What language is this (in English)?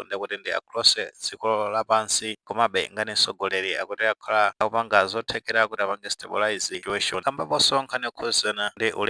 Nyanja